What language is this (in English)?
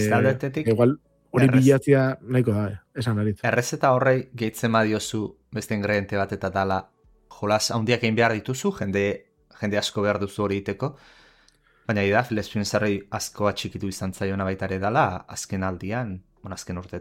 Basque